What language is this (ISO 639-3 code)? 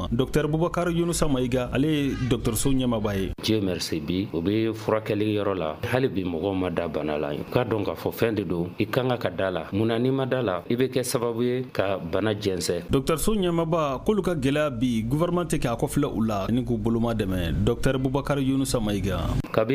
bam